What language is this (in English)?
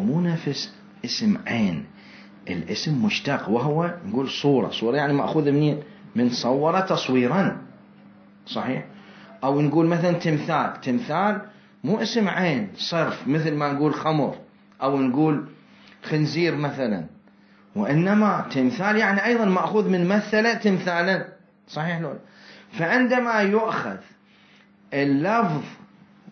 Mesopotamian Arabic